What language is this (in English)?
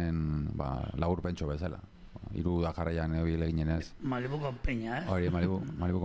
Basque